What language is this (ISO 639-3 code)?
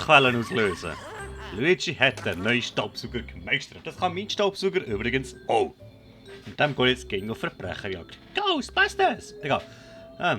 gsw